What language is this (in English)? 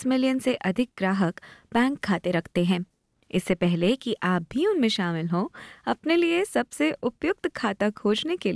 Hindi